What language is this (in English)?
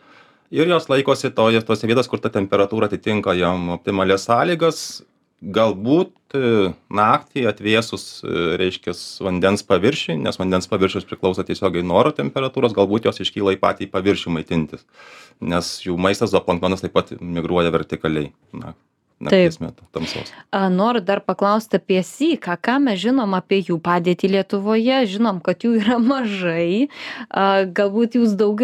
Lithuanian